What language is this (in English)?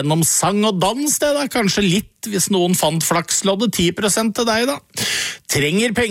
Norwegian